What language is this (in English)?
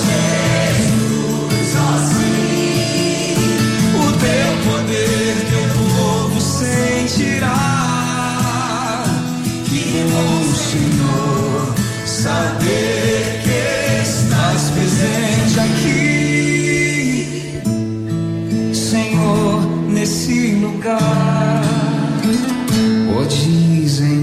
Portuguese